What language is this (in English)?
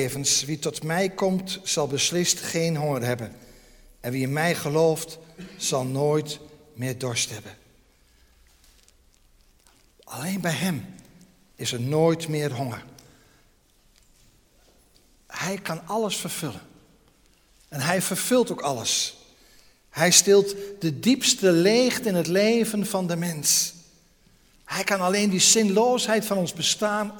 Dutch